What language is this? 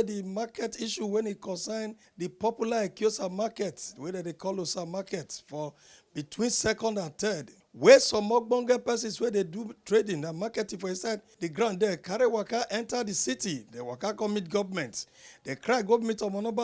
Nigerian Pidgin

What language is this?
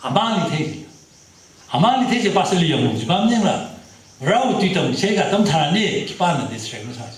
Tangkhul Naga (India)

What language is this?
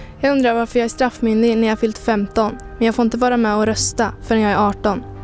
Swedish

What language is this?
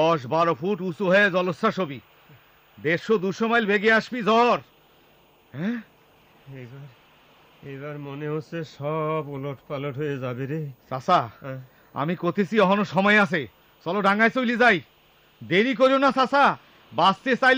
Bangla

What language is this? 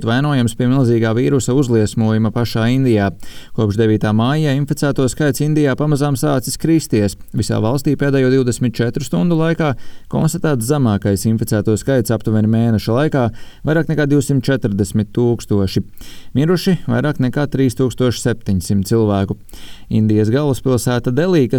Latvian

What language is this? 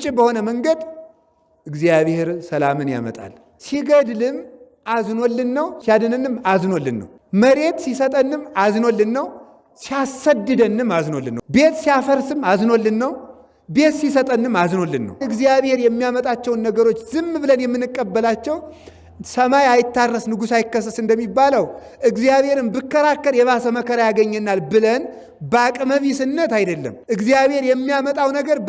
Amharic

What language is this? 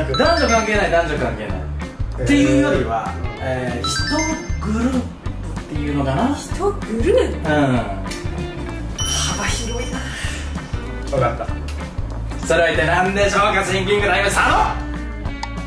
Japanese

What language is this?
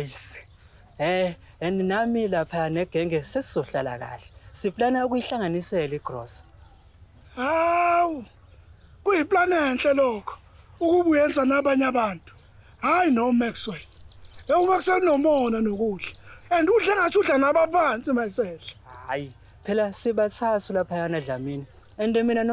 Zulu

